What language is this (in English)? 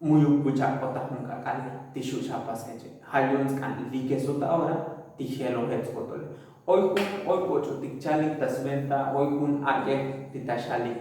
Tzotzil